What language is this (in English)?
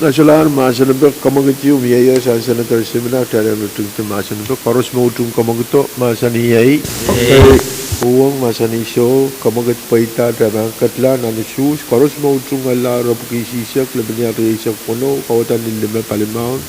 Pohnpeian